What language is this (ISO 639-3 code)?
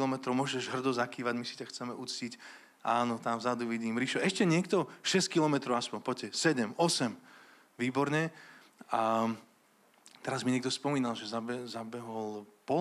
slk